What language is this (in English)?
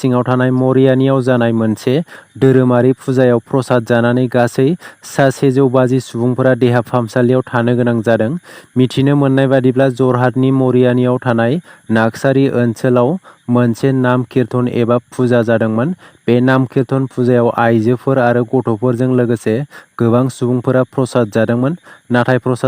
Bodo